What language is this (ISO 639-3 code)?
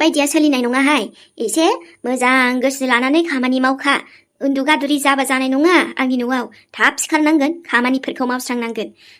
brx